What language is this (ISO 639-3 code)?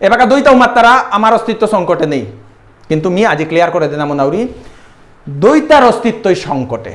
bpy